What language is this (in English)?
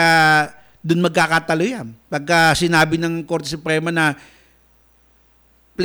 Filipino